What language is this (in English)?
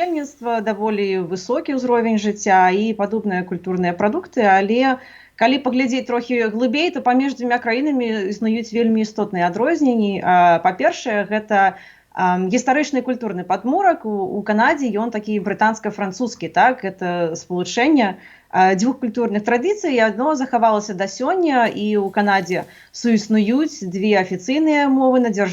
Belarusian